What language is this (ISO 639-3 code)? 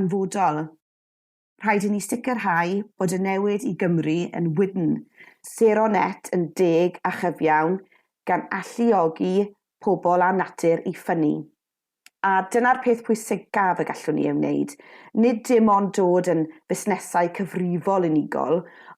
cym